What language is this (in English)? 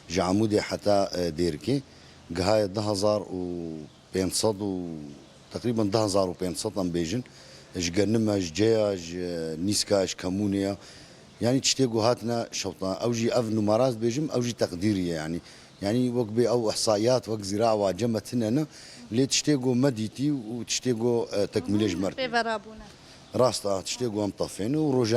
Kurdish